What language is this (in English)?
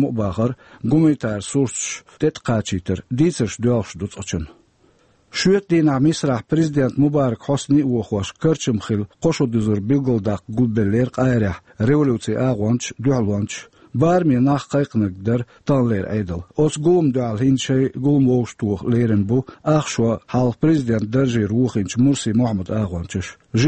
Chechen